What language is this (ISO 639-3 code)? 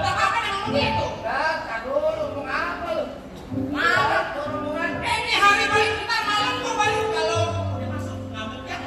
bew